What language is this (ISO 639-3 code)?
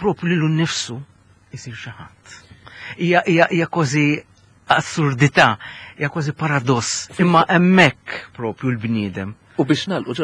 mlt